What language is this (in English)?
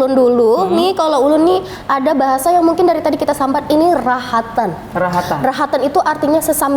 Banjar